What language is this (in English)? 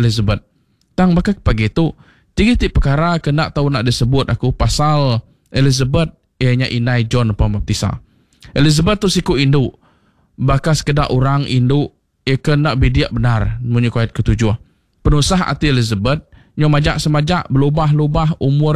Iban